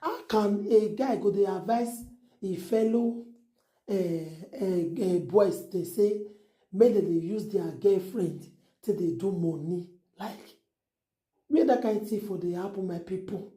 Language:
Nigerian Pidgin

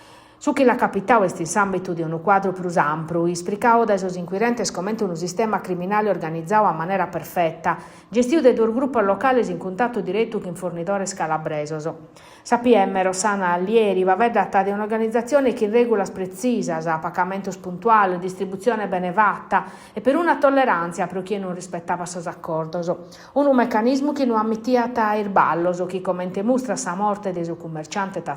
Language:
Sardinian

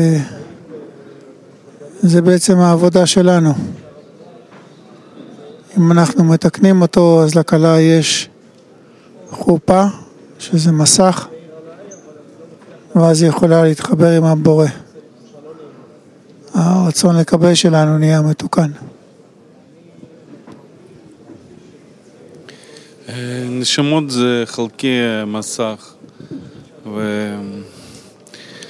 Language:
Hebrew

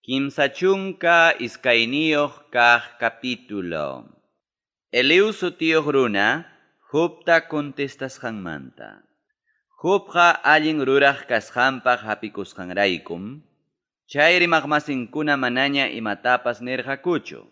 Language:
Ayacucho Quechua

